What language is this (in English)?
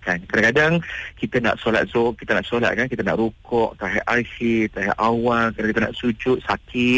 Malay